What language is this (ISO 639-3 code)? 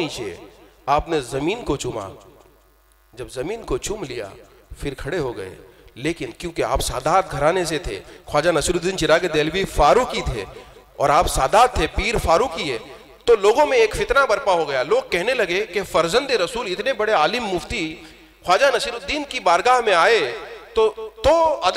hin